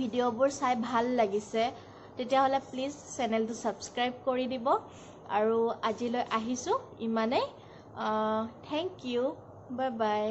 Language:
Assamese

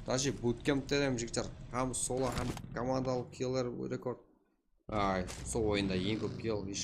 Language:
Kara-Kalpak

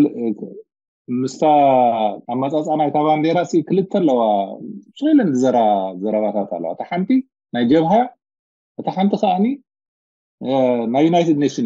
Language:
Tigrinya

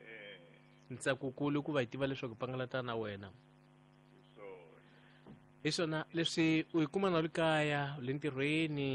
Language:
Tsonga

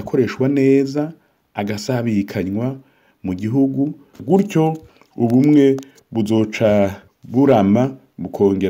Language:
Rundi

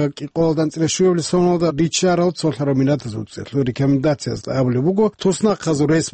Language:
Avaric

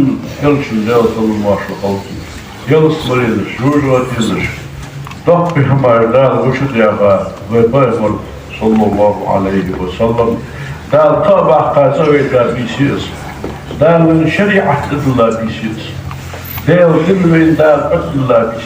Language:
Ingush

